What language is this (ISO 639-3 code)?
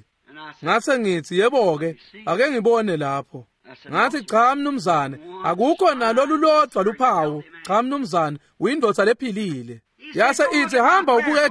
ssw